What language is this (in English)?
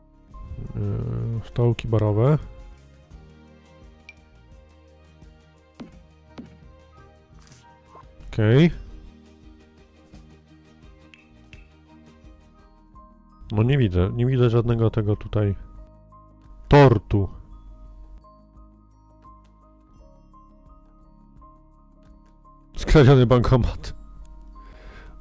Polish